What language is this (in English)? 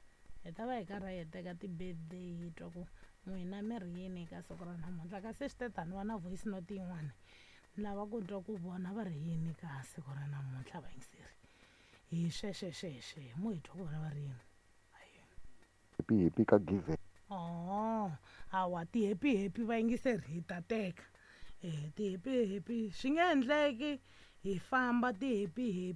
Tsonga